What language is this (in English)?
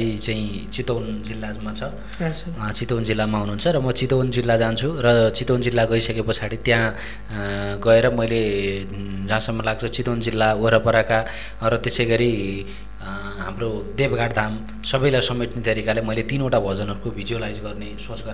Nepali